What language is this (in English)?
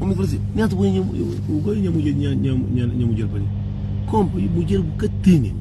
Kabuverdianu